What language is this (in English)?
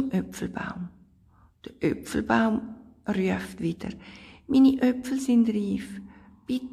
Swiss German